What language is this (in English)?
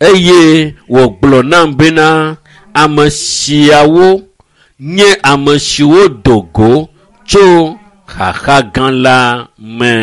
Ewe